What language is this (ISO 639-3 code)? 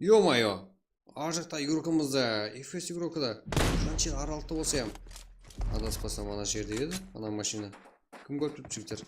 kaa